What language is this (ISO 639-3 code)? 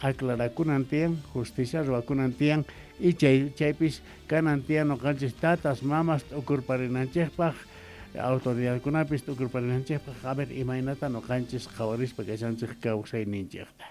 quh